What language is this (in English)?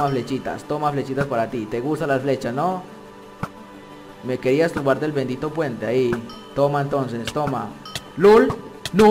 Spanish